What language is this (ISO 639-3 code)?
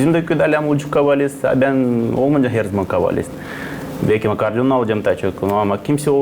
gag